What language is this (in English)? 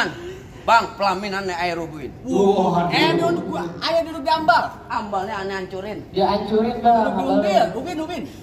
Betawi